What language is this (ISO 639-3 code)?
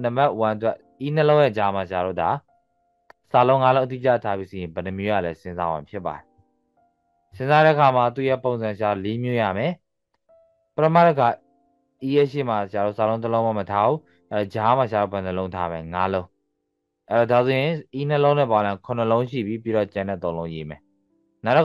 mya